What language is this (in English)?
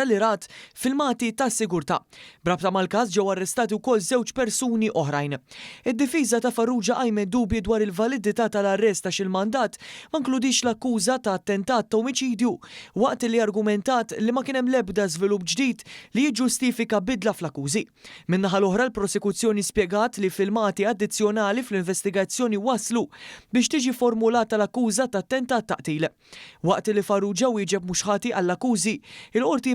Maltese